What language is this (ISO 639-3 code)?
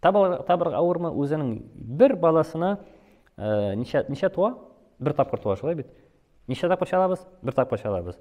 tat